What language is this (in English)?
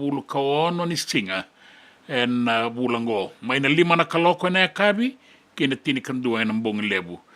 Fijian